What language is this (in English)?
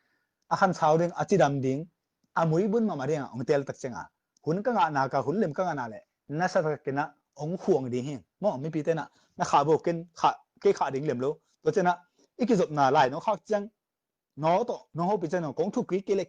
Tedim Chin